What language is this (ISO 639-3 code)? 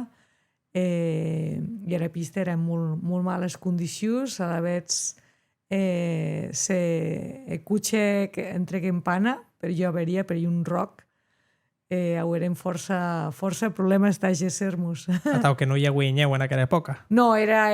oci